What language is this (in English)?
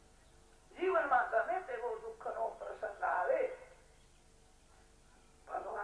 Gujarati